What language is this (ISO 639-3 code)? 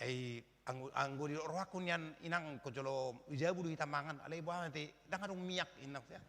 bbc